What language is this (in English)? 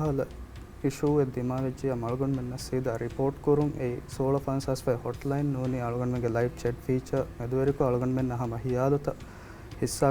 Divehi